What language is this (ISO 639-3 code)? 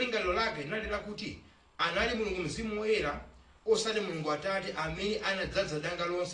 nya